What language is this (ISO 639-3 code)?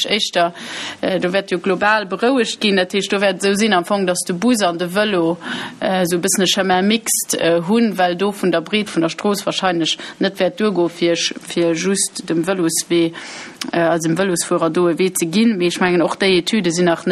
ltz